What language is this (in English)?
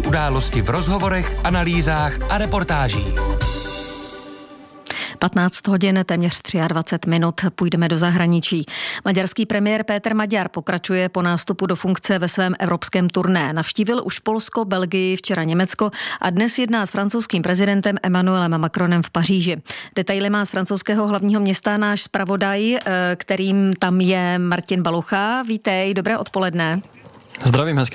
Czech